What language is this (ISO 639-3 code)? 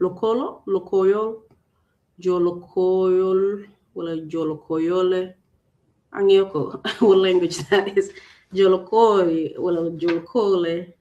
ach